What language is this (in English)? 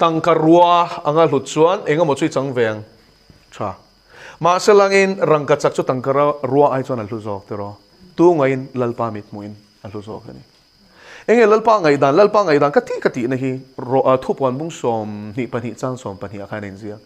Mizo